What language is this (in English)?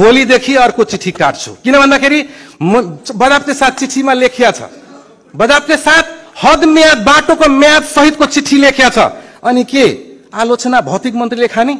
Nepali